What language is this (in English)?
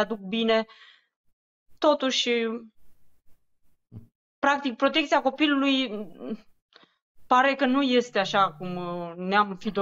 Romanian